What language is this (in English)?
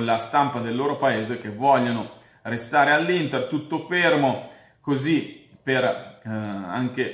Italian